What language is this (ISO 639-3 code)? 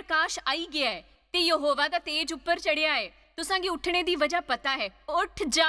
doi